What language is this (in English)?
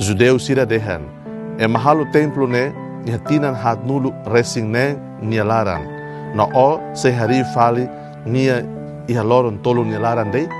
Tetum